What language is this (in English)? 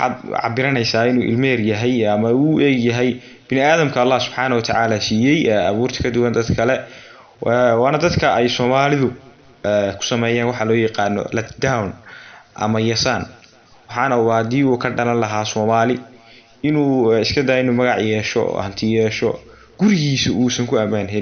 Somali